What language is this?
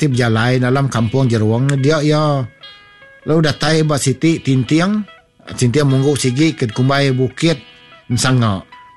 Iban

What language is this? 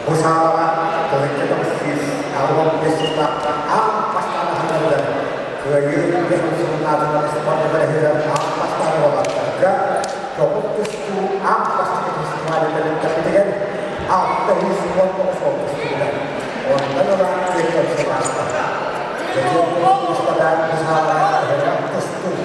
Yakut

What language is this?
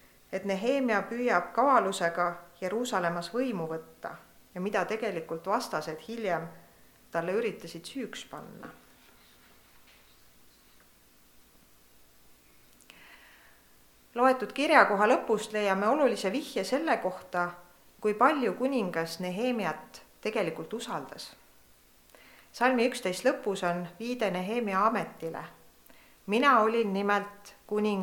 Estonian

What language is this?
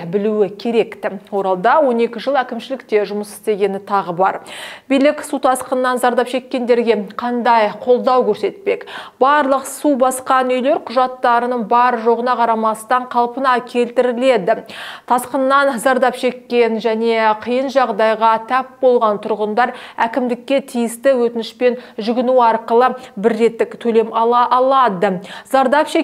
Kazakh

